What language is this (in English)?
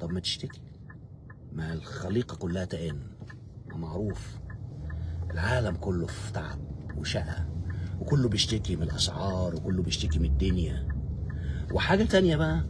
Egyptian Arabic